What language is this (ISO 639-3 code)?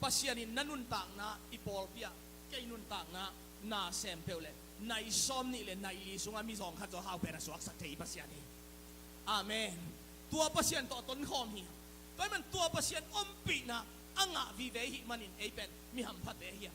ctd